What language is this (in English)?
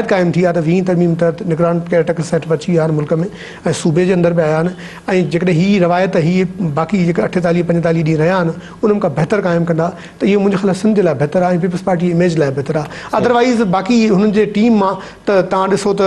Sindhi